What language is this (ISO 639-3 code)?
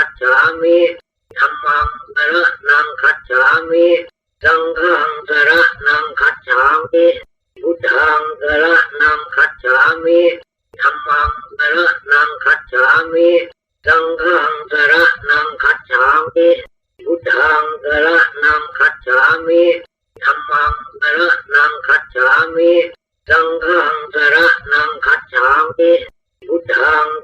pli